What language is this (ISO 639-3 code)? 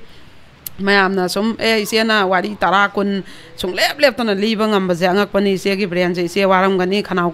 mni